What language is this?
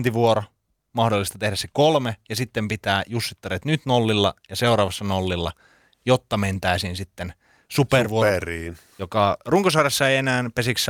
Finnish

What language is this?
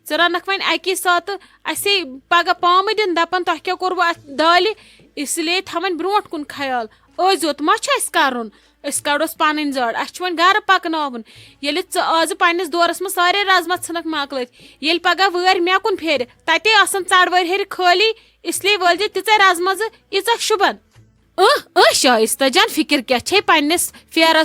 Kashmiri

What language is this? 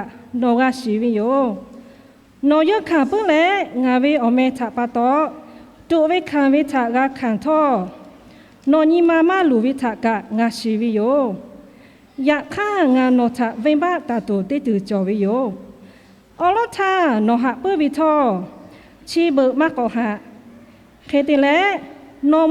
Lahu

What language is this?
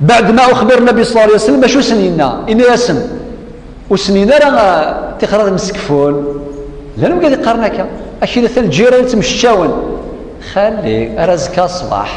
Kabyle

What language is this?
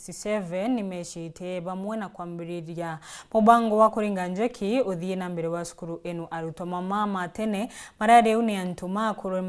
Meru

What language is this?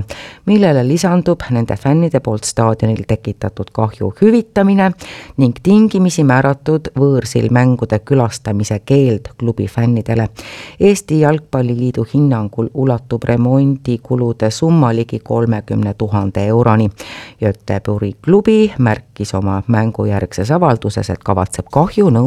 Estonian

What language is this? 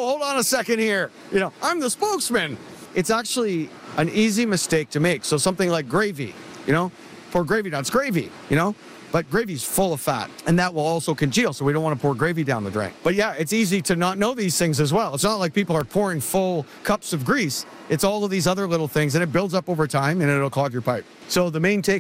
English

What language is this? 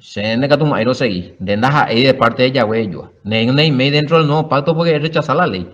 Guarani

